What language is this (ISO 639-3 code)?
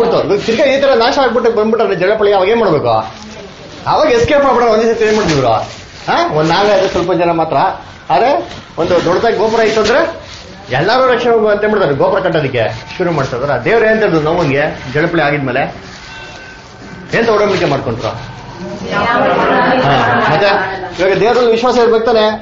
kan